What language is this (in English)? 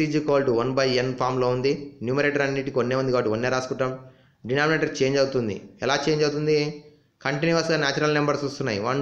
Telugu